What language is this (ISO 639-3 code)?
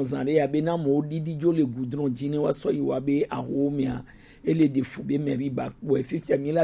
gej